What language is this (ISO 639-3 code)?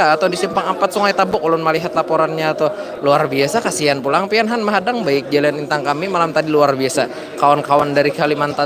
bjn